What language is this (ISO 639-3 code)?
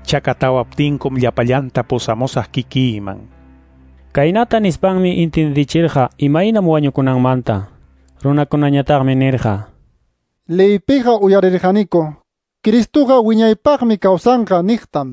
que